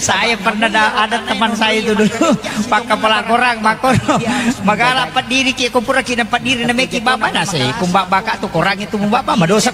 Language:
Buginese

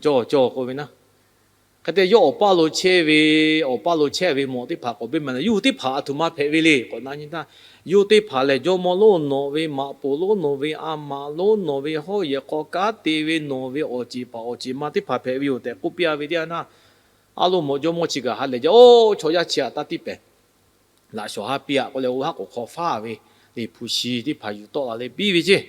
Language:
Lahu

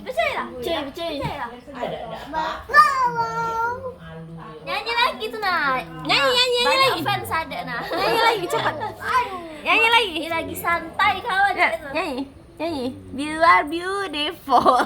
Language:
Musi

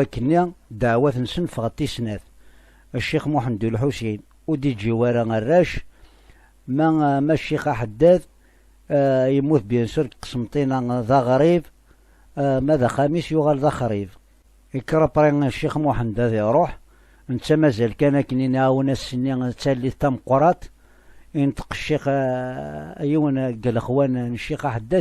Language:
Kabyle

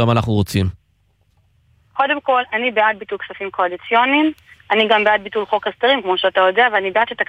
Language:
Hebrew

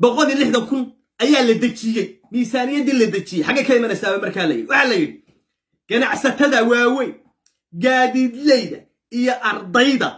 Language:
Somali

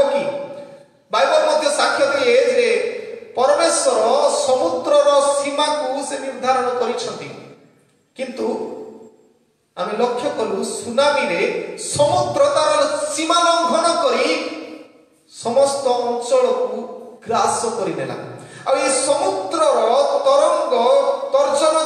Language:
Odia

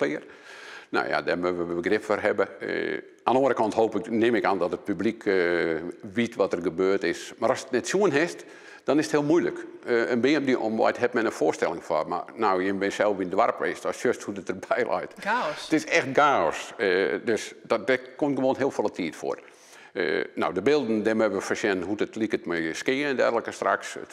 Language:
Western Frisian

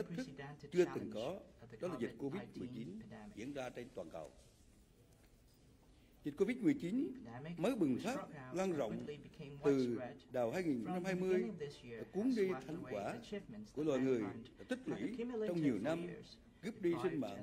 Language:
Vietnamese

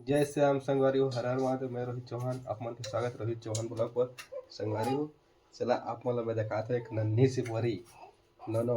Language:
Chhattisgarhi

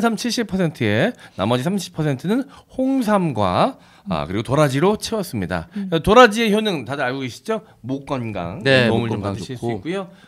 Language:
Korean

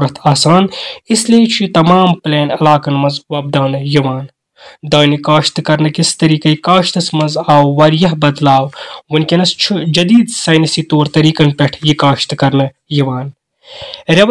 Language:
Kashmiri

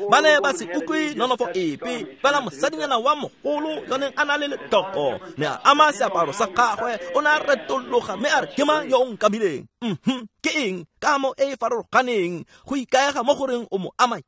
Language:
Tswana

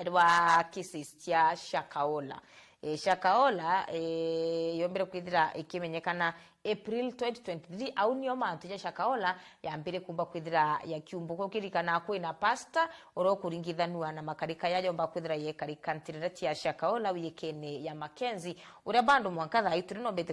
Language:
Meru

